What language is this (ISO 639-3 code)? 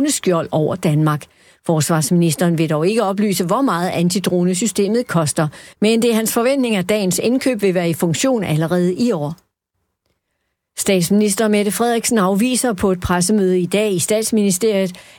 dan